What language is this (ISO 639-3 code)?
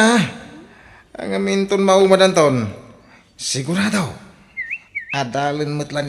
ilo